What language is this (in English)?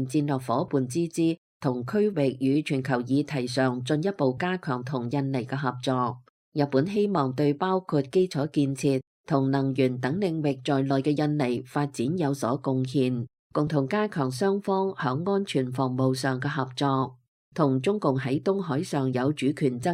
Cantonese